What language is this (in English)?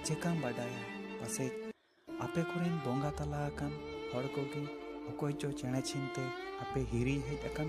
Santali